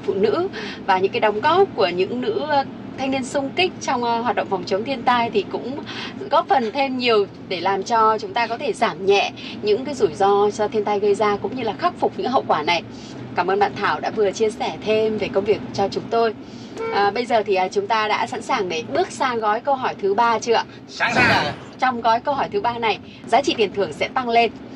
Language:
Vietnamese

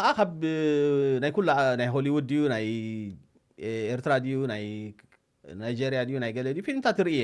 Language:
Tigrinya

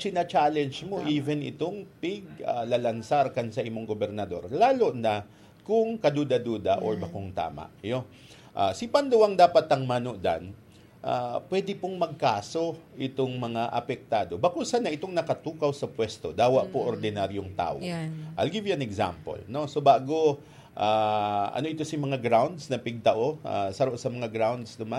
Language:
Bikol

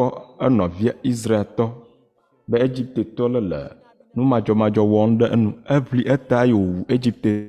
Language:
Ewe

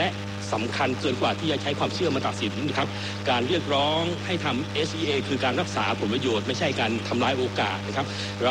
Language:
Thai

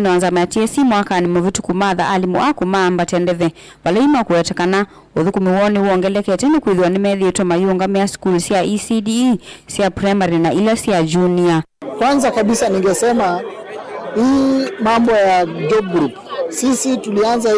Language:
Kamba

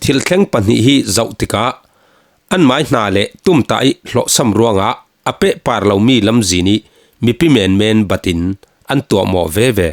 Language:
Falam Chin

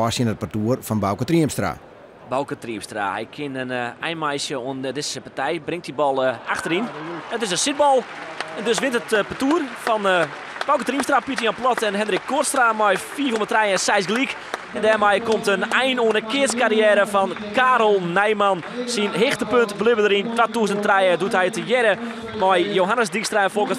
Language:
Western Frisian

